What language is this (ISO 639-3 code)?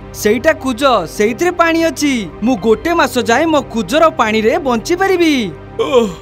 ori